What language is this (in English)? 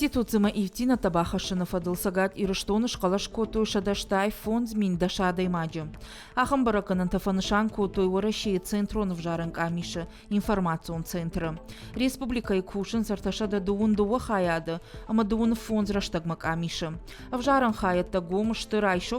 Ossetic